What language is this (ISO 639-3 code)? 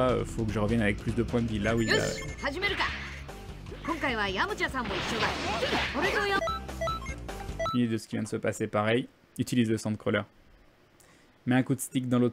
fra